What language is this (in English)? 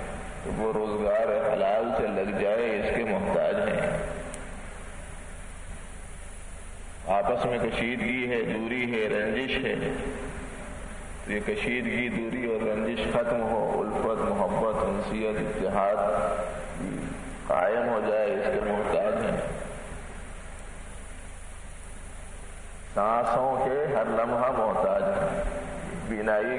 Urdu